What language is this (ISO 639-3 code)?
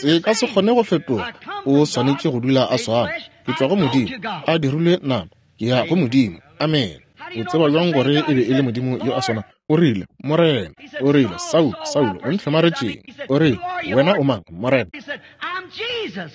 nso